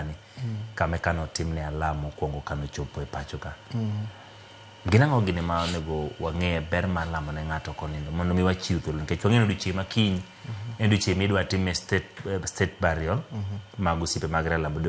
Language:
Luo (Kenya and Tanzania)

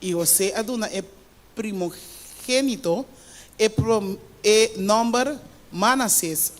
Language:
Papiamento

